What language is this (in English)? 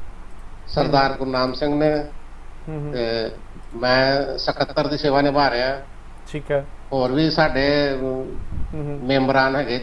Punjabi